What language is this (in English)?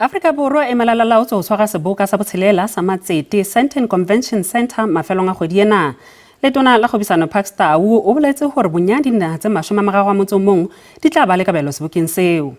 Southern Sotho